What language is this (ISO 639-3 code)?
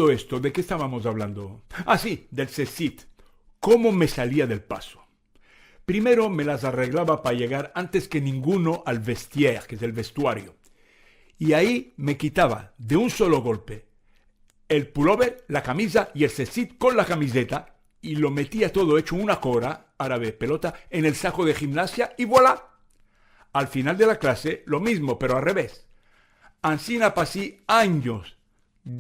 lad